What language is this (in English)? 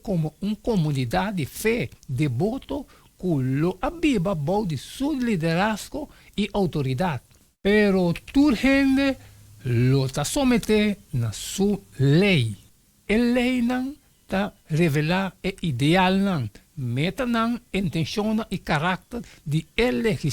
Papiamento